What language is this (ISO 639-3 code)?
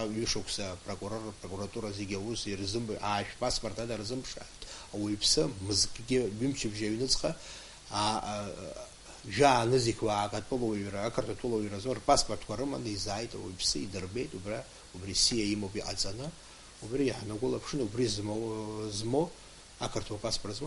abk